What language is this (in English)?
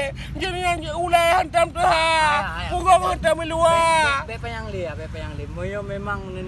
Achinese